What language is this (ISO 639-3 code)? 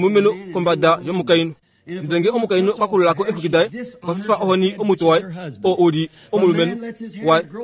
kua